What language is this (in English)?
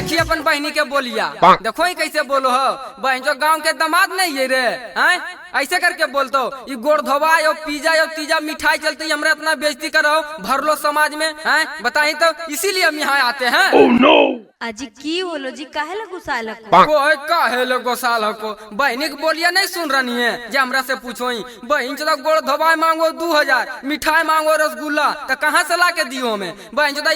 Magahi